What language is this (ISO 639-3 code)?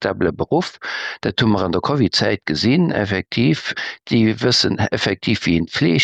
ltz